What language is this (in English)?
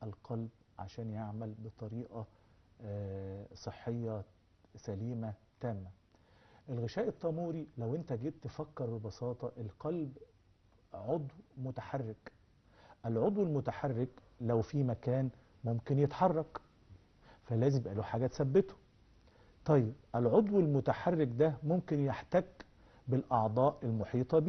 Egyptian Arabic